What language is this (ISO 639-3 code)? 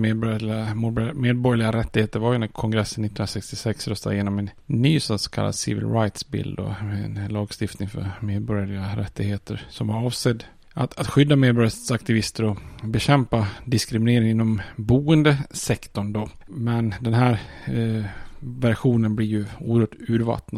swe